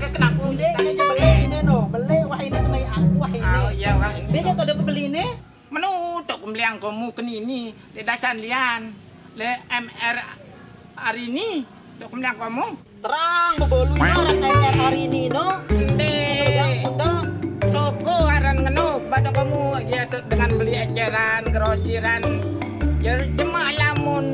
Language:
Sasak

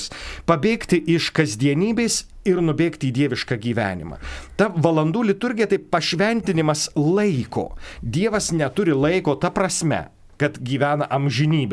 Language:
Lithuanian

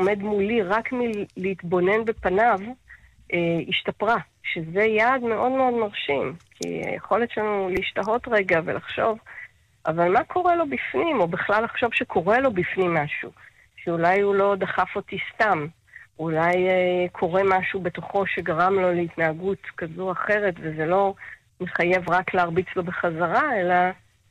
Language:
Hebrew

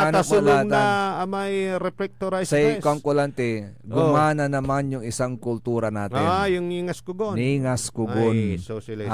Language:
Pangasinan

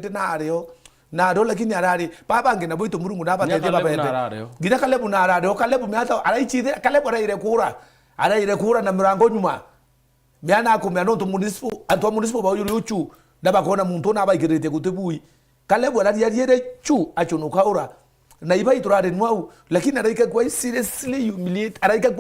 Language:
Meru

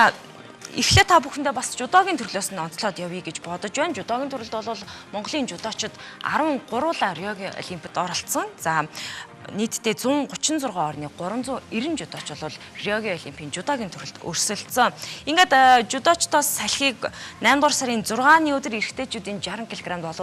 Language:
Mongolian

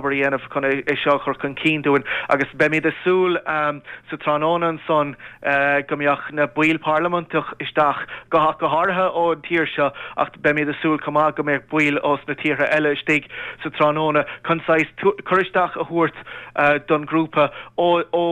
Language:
Irish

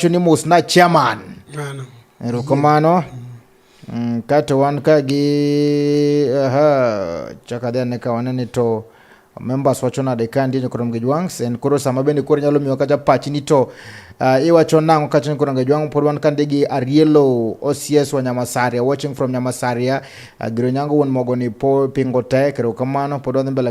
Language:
Luo (Kenya and Tanzania)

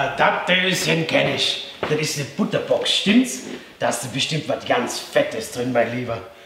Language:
Bavarian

